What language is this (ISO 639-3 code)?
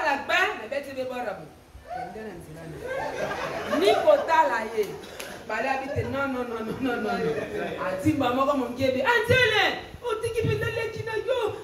lin